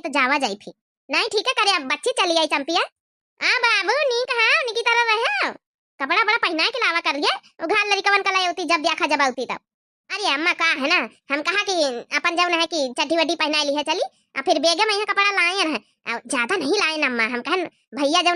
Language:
Awadhi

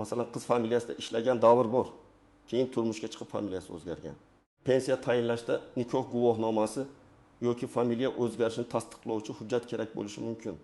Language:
Uzbek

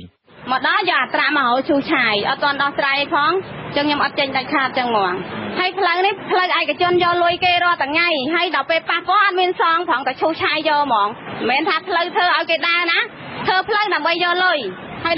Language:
Khmer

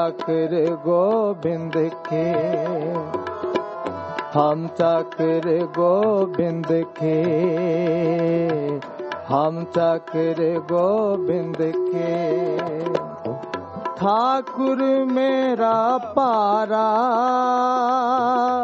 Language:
Punjabi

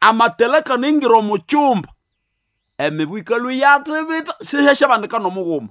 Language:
Nande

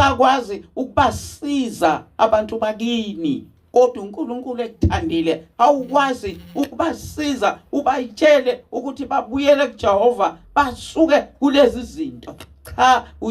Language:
Zulu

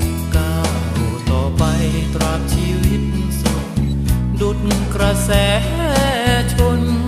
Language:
Thai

